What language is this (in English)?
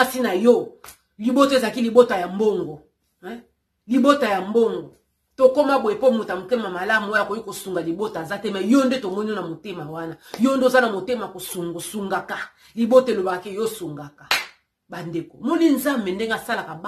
Lingala